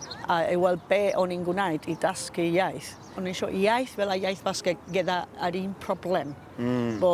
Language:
Welsh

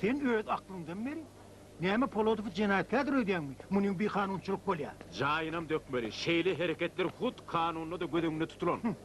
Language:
Turkmen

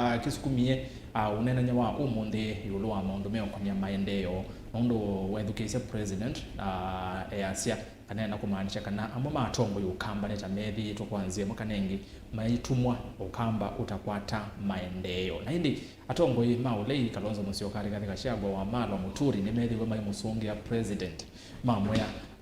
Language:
Kamba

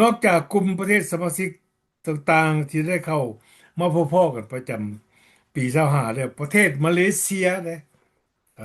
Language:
Lao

